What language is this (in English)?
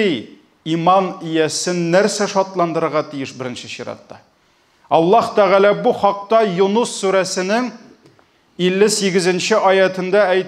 Tatar